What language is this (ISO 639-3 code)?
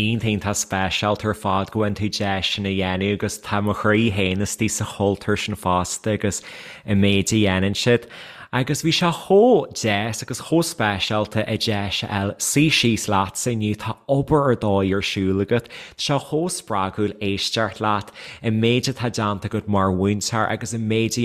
gle